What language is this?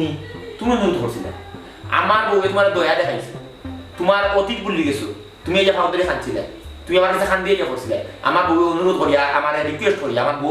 Sylheti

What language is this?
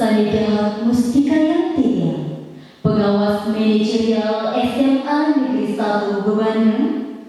Balinese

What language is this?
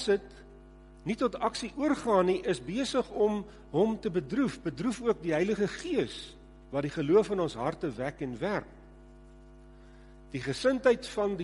Afrikaans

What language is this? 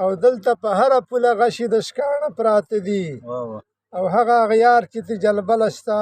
Pashto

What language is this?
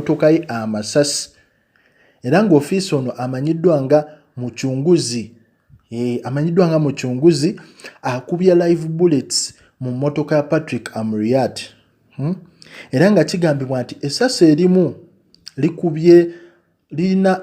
Ganda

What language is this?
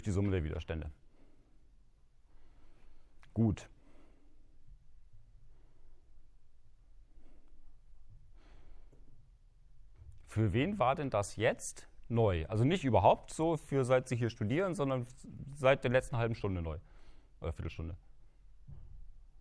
German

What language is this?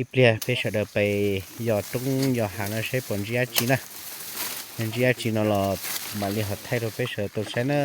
Hmong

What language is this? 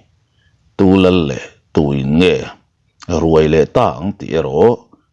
Mizo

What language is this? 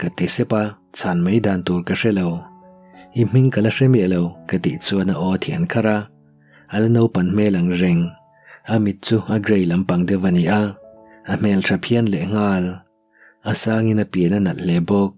Mizo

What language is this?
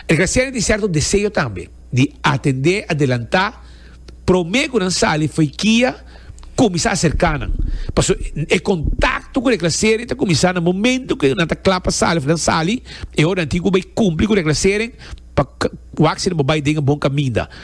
Papiamento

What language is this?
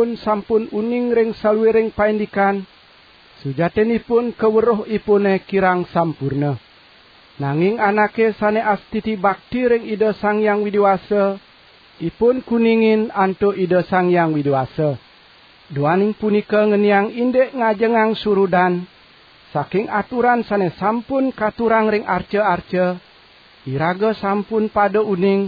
Balinese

